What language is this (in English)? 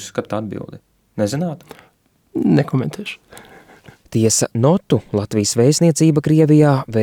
Latvian